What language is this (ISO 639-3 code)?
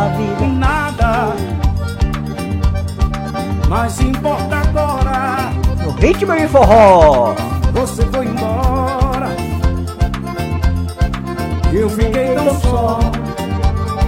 por